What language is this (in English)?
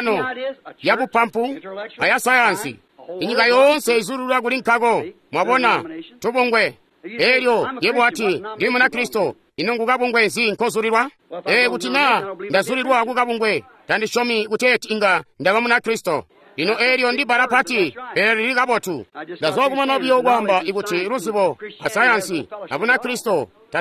Tonga (Zambia)